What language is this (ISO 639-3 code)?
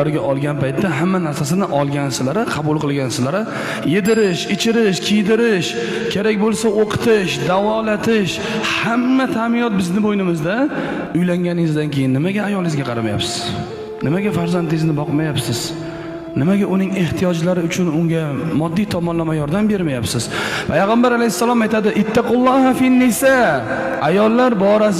uzb